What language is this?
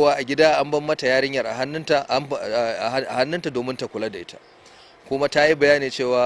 Hausa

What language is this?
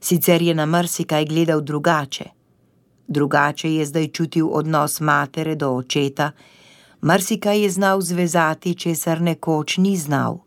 Slovenian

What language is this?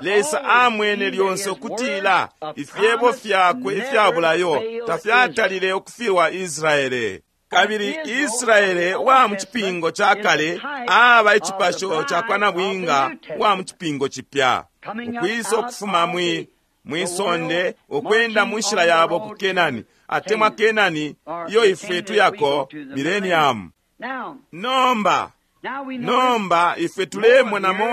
Bemba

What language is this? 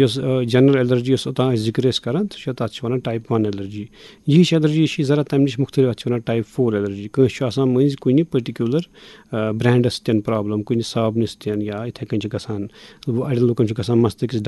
Kashmiri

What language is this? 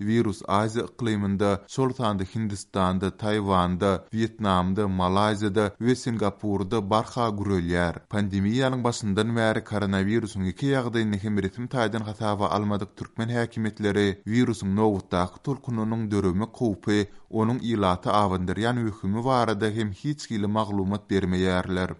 Turkmen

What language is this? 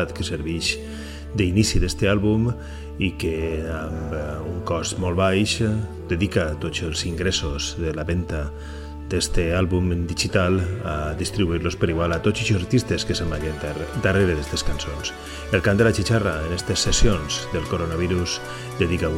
Catalan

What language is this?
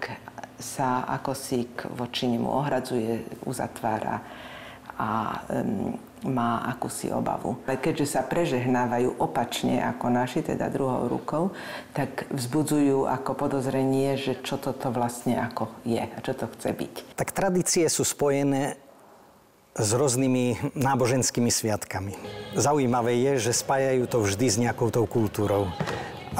Slovak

